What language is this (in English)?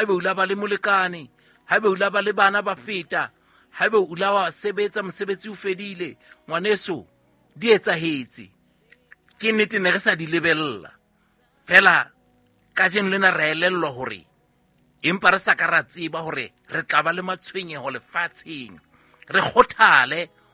Southern Sotho